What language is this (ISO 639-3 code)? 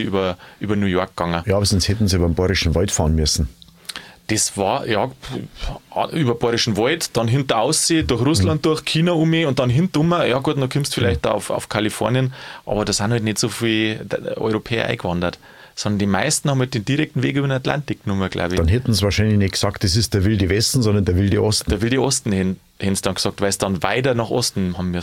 deu